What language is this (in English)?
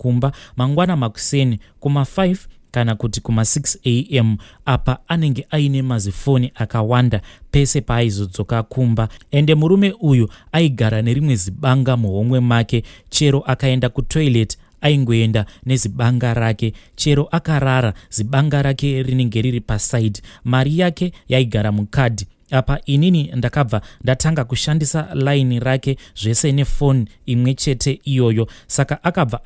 Shona